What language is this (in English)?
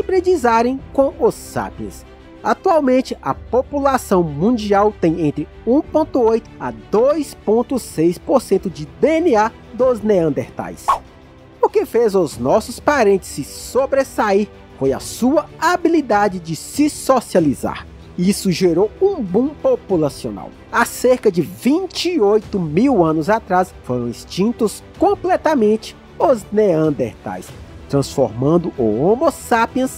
Portuguese